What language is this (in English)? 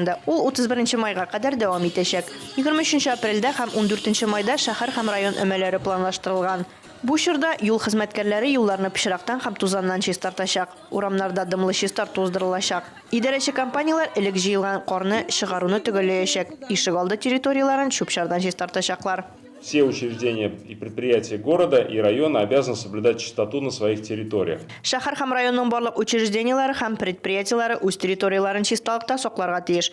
Tatar